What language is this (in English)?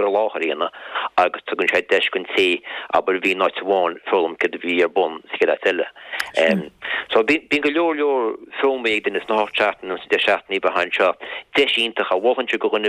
Irish